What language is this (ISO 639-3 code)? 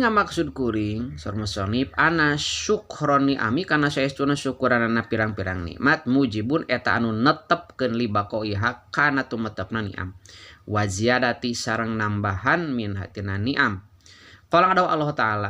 sun